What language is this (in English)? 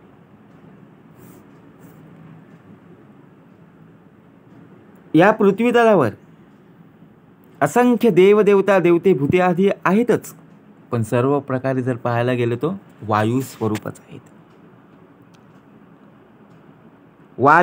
Marathi